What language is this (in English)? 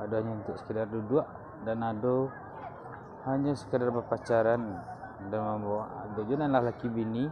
Minangkabau